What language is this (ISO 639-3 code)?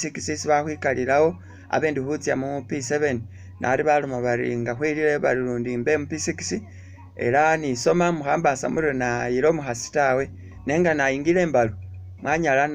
myx